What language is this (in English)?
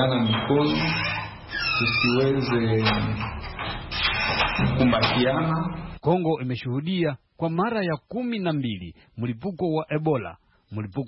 Swahili